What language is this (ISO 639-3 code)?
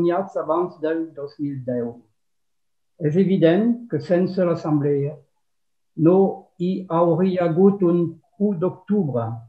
cat